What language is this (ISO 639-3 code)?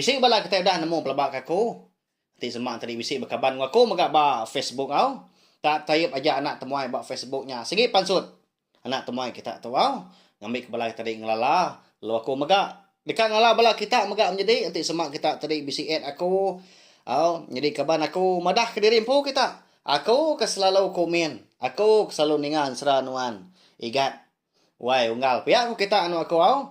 iba